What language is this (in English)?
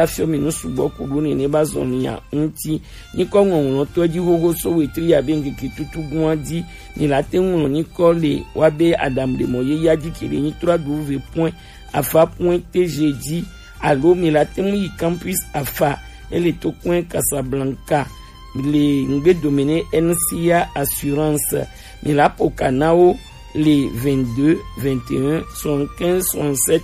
Gen